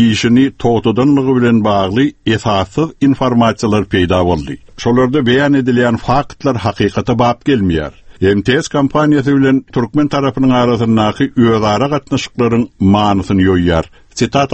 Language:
Turkmen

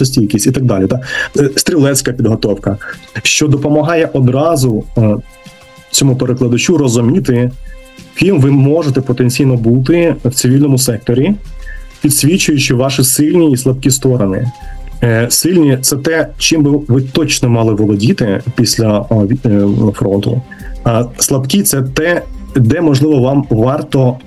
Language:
Ukrainian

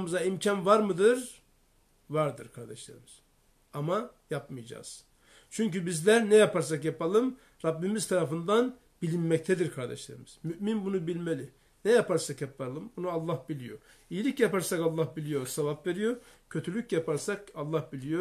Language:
Turkish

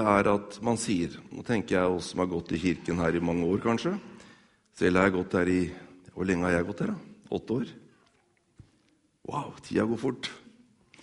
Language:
Norwegian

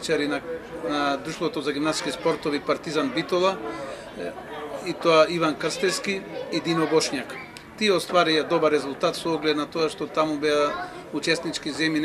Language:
Macedonian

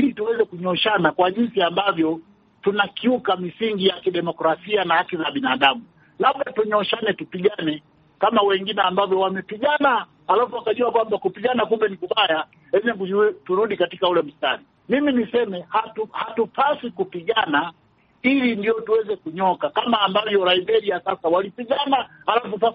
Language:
Swahili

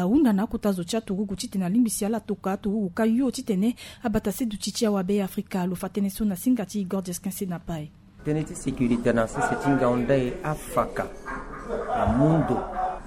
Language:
Sango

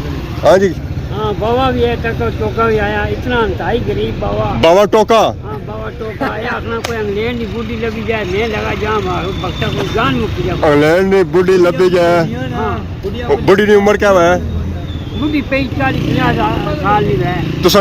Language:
Pahari-Potwari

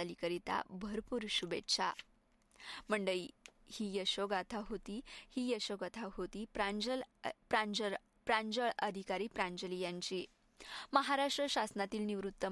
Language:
Marathi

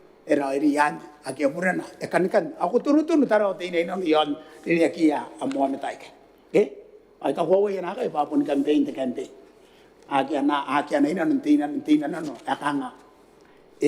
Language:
Gilbertese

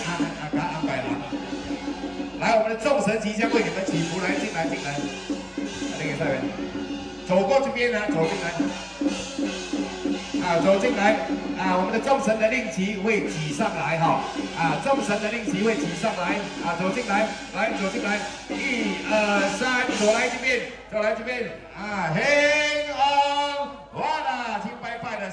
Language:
Chinese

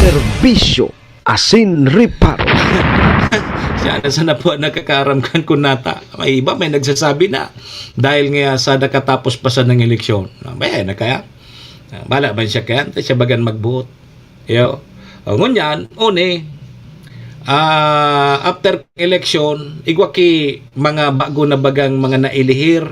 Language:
Bikol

